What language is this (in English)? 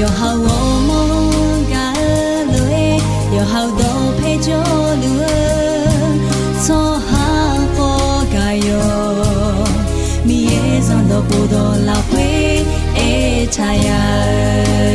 Akha